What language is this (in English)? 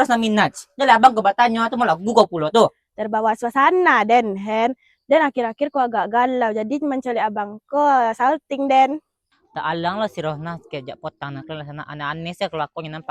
Minangkabau